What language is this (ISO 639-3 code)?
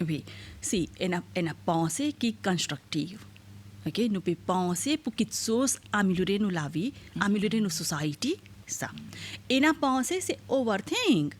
mfe